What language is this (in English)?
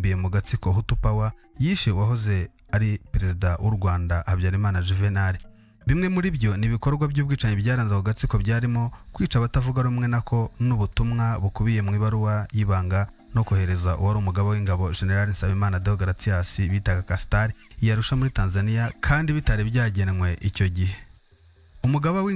Kinyarwanda